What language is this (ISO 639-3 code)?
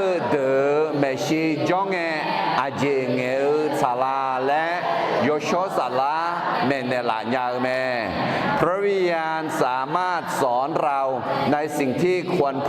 ahk